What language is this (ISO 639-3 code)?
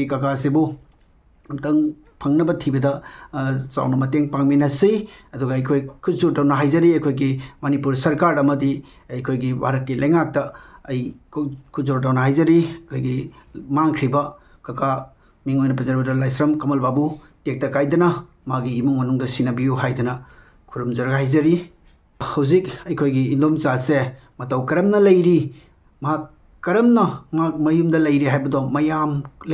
mni